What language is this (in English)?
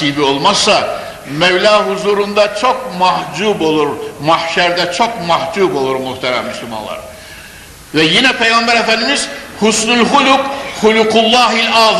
Turkish